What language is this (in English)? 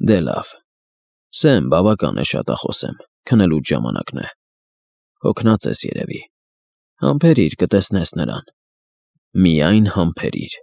Armenian